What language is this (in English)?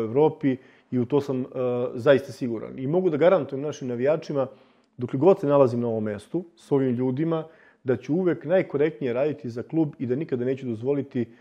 Serbian